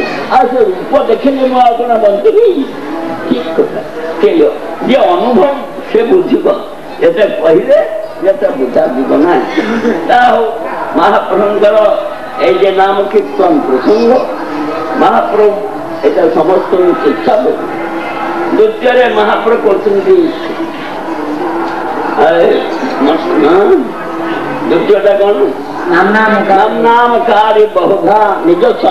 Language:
Odia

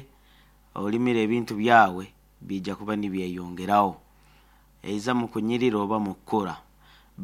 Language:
Nyoro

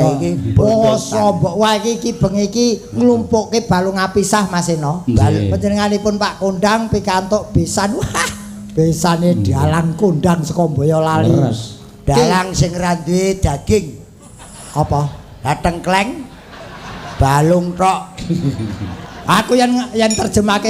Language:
Javanese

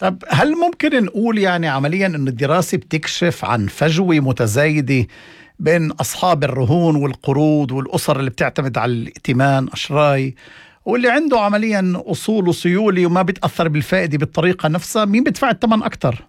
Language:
North Levantine Arabic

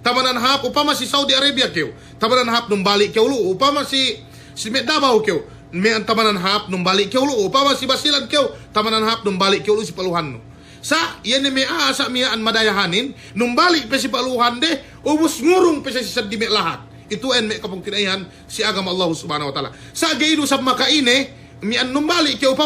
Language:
Yakan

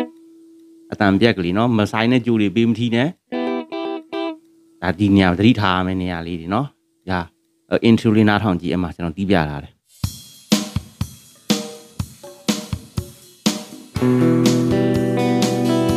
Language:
Burmese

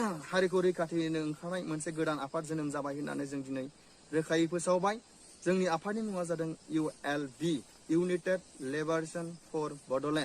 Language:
Bodo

